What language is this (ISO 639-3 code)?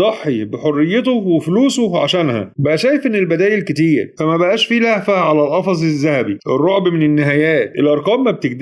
arz